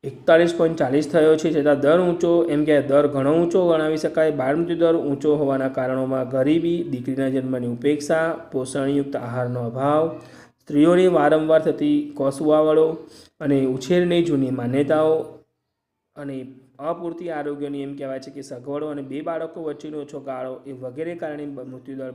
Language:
Gujarati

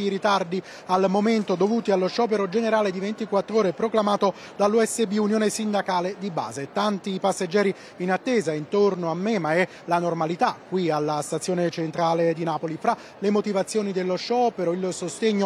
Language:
Italian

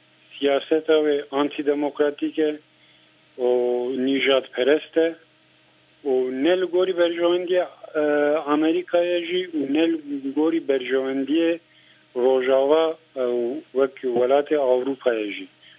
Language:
Kurdish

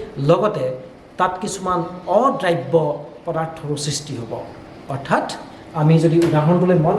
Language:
Assamese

